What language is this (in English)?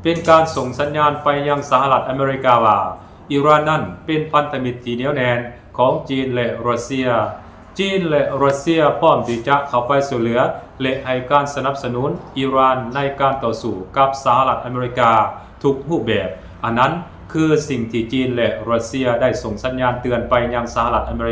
Lao